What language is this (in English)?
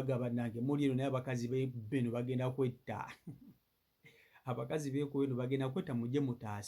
Ganda